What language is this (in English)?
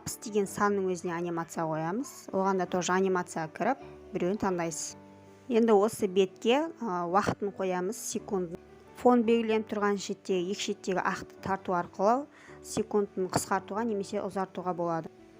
Kazakh